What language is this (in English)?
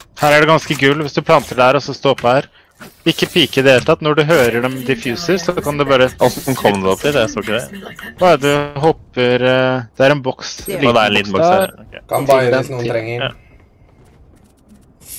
Norwegian